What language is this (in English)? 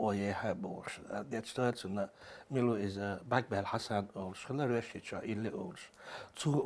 Chechen